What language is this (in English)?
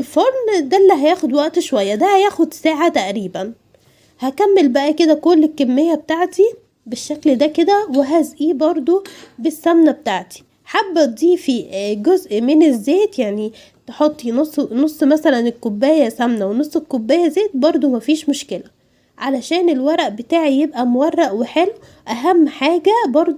Egyptian Arabic